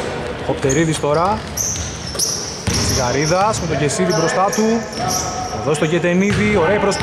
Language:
Greek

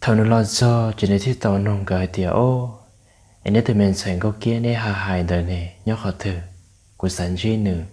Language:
Hmong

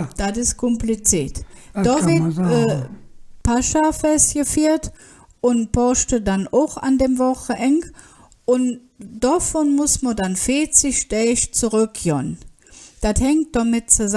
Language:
Colognian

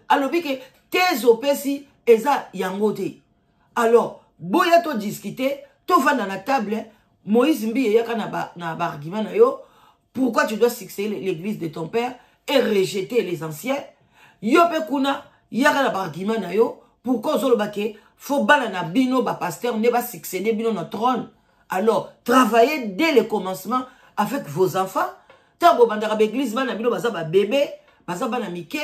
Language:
Lingala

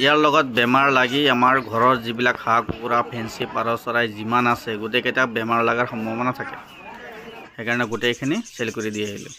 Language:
Assamese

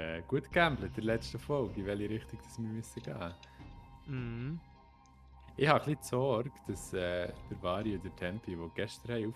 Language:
Swiss German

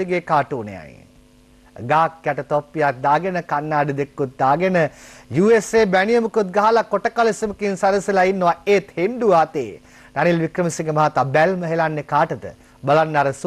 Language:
Sinhala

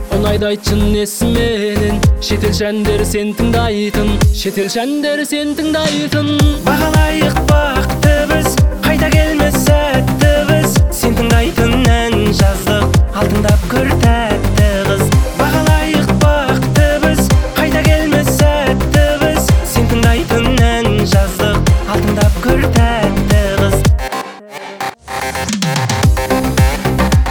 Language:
Kazakh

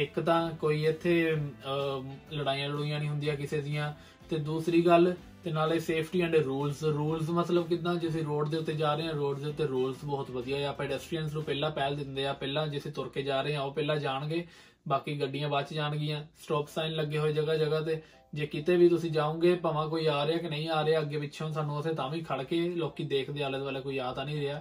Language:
Punjabi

